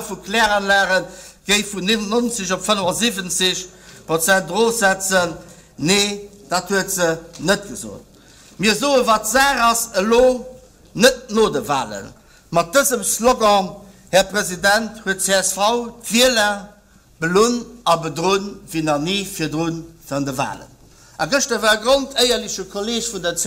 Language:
Luxembourgish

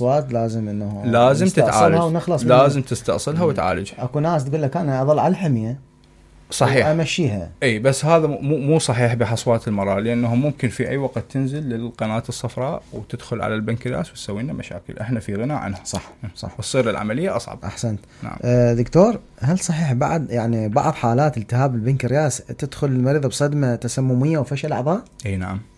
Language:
Mesopotamian Arabic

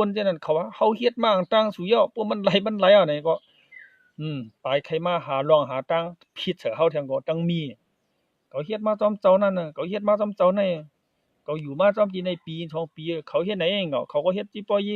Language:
Shan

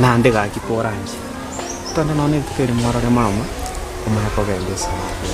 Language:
Gusii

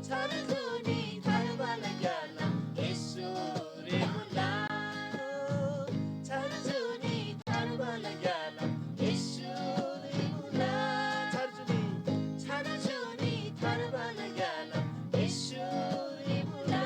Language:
Eastern Tamang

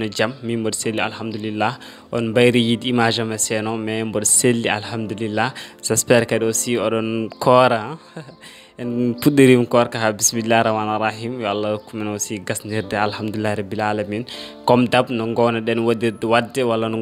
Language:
Fula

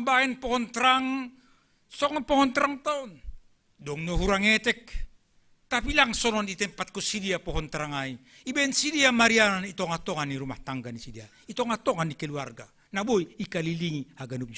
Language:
Batak Simalungun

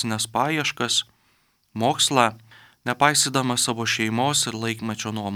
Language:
Lithuanian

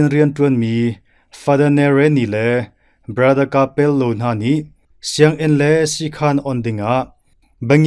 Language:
Hakha Chin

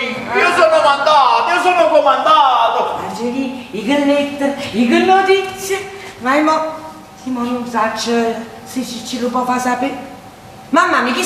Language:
Neapolitan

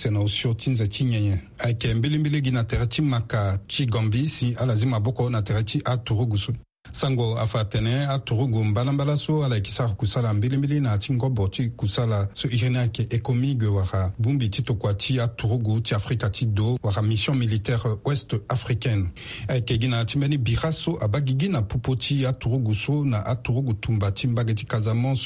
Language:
Sango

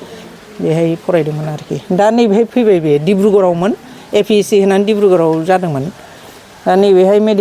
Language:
Bodo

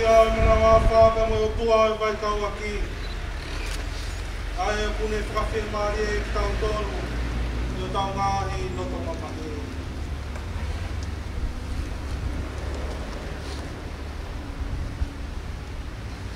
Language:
Tongan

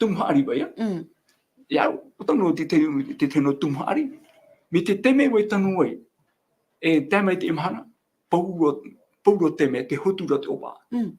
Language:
Tahitian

